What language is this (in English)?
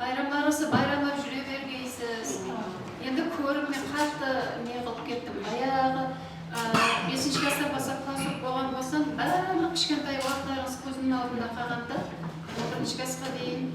Kara-Kalpak